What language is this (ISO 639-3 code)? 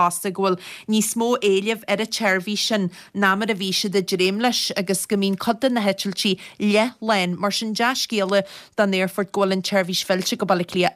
gle